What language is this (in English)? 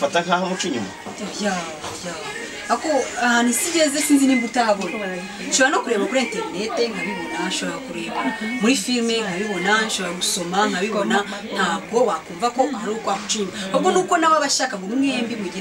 Kinyarwanda